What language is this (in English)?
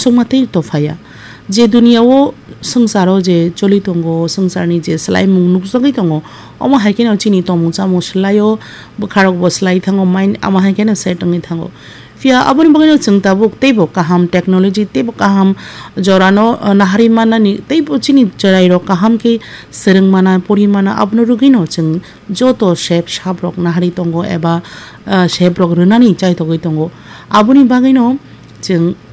Kok Borok